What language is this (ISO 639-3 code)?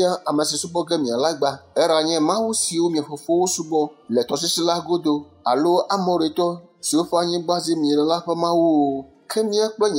ewe